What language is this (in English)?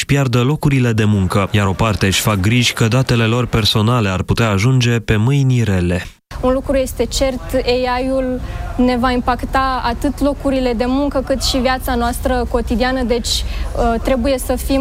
Romanian